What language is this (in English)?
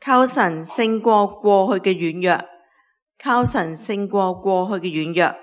Cantonese